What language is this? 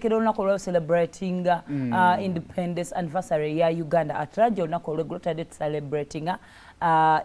Ganda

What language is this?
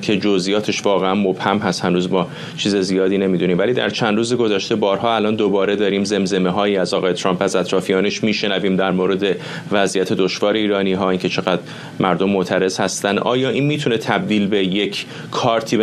Persian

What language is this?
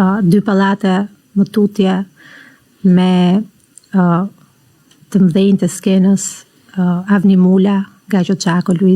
Albanian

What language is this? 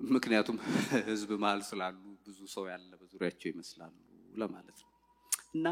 Amharic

